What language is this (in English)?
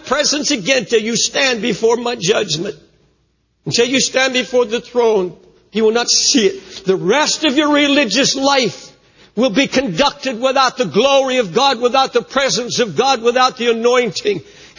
English